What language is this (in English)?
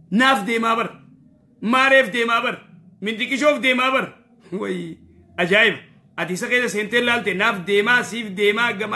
Oromo